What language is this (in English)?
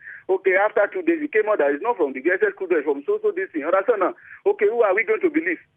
Nigerian Pidgin